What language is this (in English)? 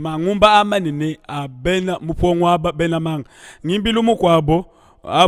Luba-Lulua